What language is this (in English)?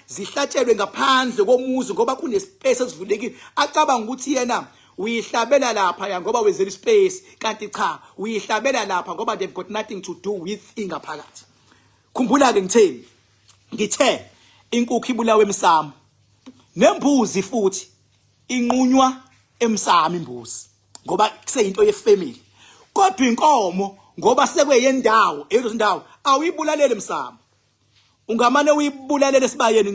Zulu